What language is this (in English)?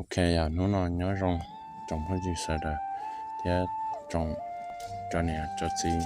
Hmong